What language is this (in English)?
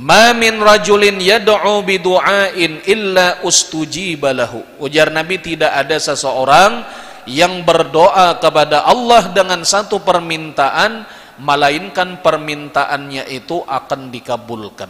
Banjar